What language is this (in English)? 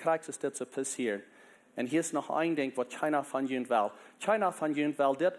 Plautdietsch